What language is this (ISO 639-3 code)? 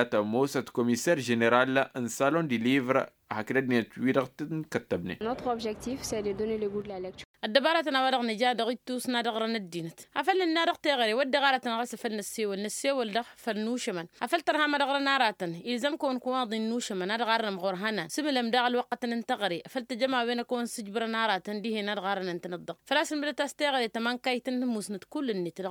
taq